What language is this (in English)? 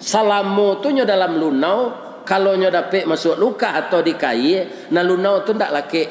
Minangkabau